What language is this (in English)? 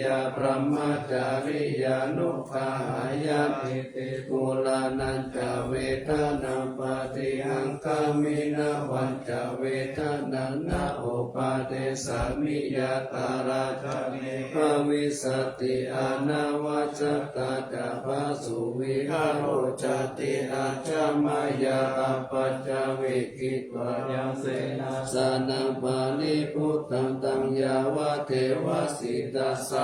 Pali